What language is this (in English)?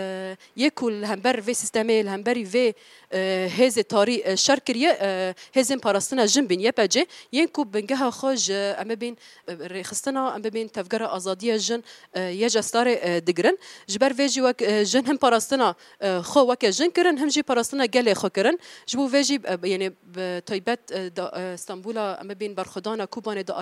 Kurdish